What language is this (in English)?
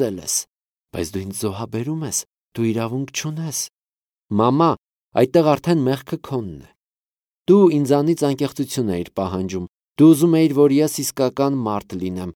Armenian